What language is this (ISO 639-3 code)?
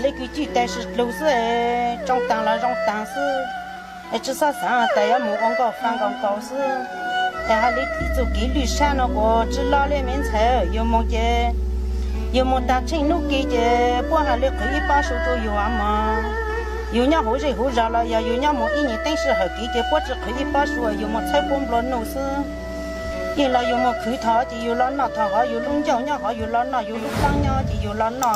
hmn